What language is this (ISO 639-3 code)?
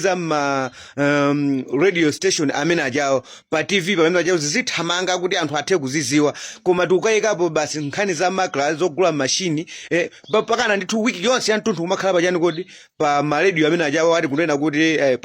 nya